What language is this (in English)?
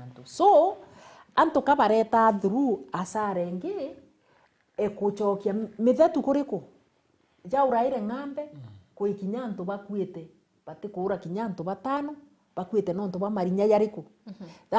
Meru